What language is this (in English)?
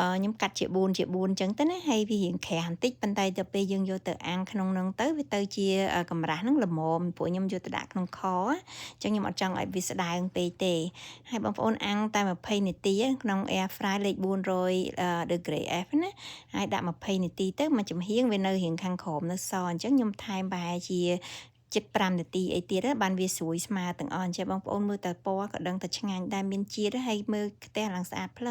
Khmer